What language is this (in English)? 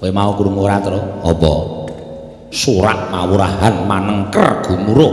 Javanese